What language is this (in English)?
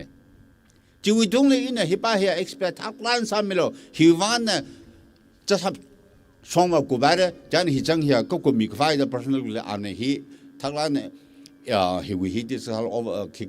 Tangkhul Naga (India)